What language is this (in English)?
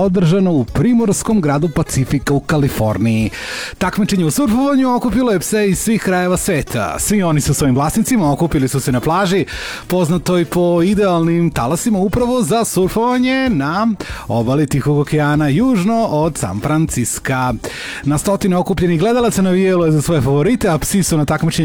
Serbian